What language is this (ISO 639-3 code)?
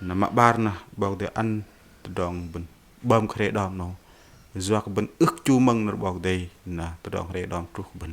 bdq